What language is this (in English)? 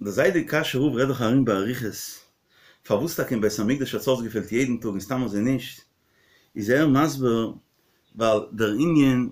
Yiddish